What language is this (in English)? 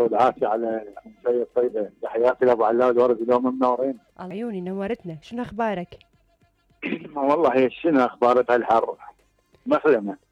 Mesopotamian Arabic